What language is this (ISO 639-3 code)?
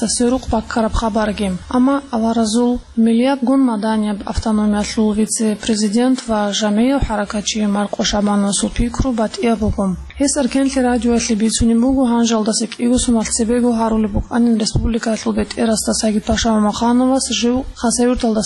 ava